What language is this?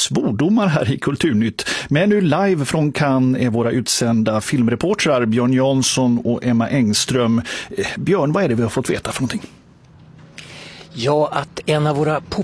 Swedish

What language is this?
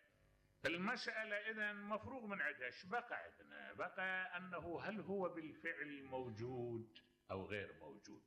Mesopotamian Arabic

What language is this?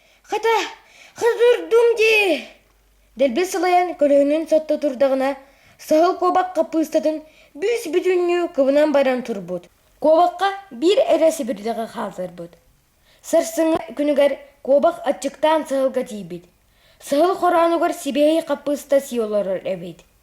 Yakut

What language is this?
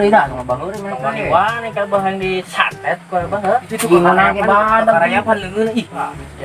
Sundanese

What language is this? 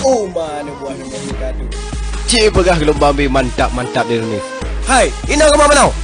Achinese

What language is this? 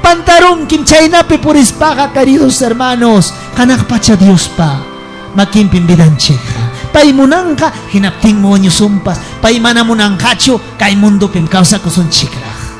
Ayacucho Quechua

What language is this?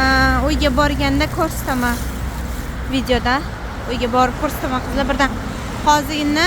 Uzbek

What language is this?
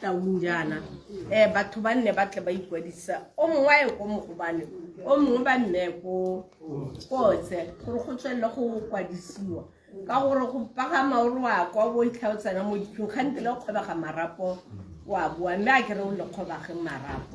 Tswana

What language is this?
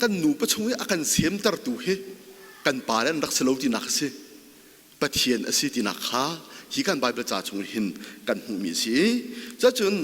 Hakha Chin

